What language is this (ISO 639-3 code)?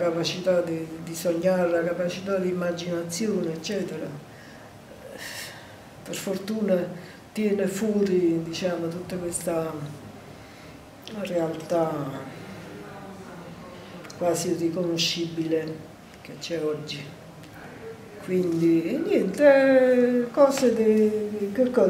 ita